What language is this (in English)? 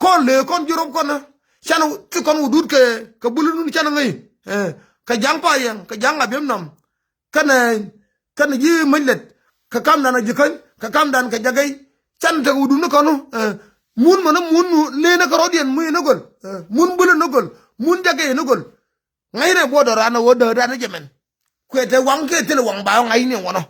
Nuer